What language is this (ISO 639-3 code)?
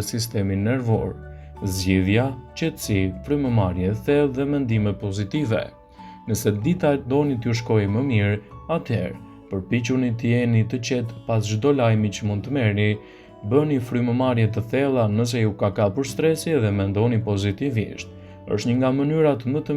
sqi